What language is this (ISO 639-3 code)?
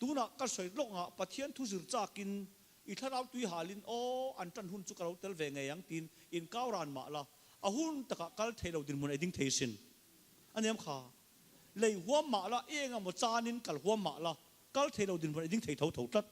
lus